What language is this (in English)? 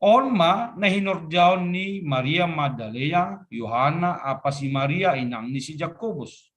Batak Simalungun